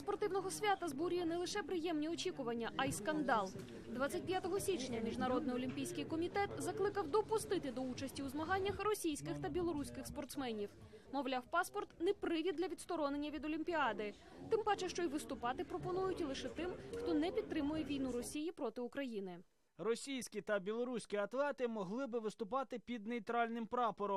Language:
Ukrainian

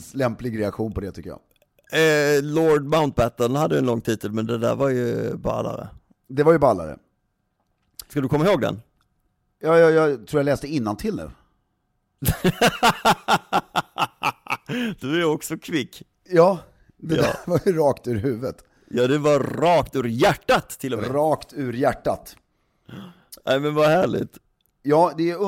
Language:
Swedish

